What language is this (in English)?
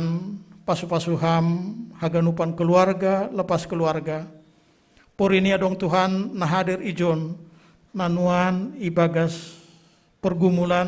Batak Simalungun